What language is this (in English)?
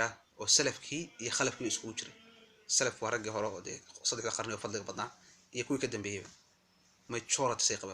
Somali